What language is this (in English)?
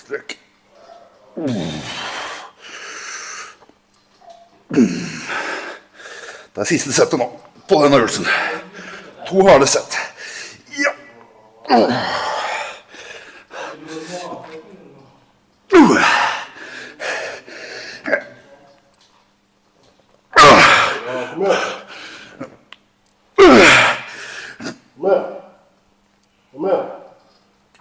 Norwegian